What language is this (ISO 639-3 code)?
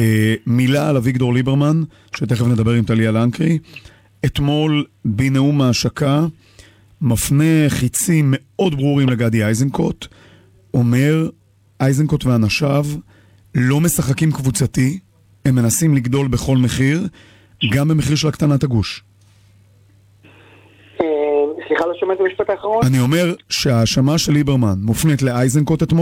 heb